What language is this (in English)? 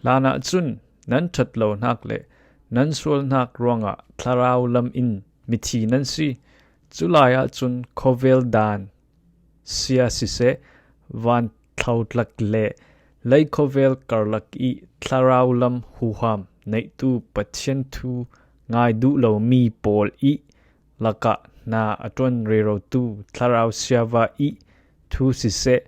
Falam Chin